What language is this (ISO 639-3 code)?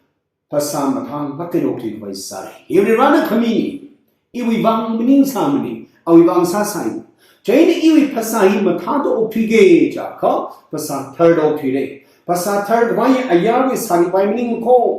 nmf